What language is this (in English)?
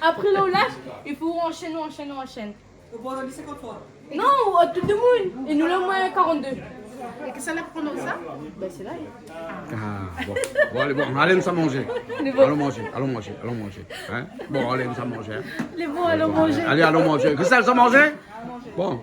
Réunion Creole French